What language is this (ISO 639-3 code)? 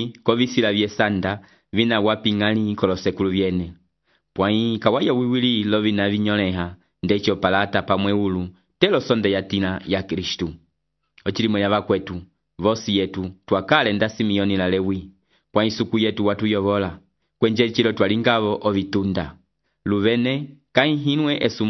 umb